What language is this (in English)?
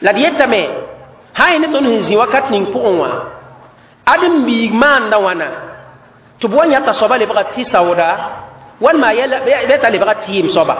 Mossi